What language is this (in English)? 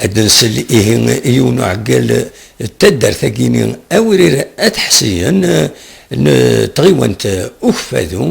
Kabyle